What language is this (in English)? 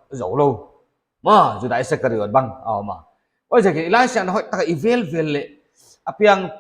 Paite Chin